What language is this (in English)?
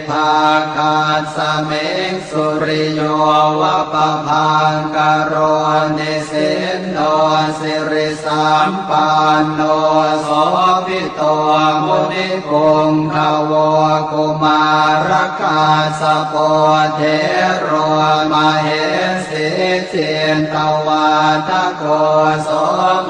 Pali